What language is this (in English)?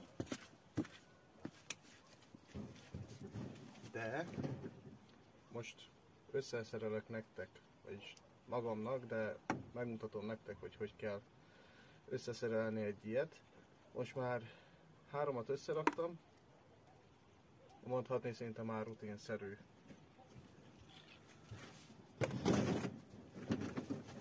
Hungarian